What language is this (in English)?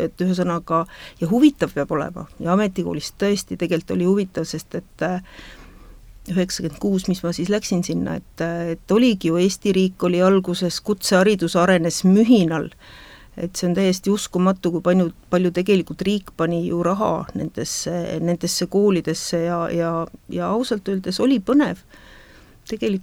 Estonian